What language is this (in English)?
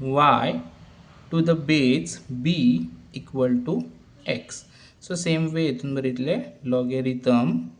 Konkani